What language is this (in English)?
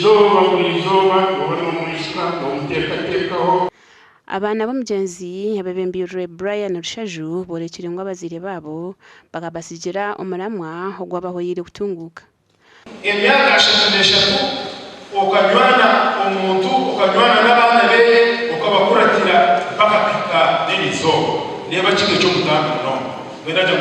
Nyankole